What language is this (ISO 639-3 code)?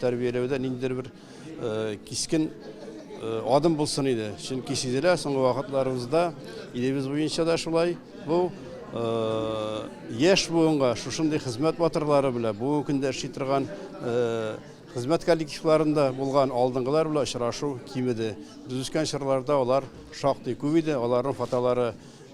tat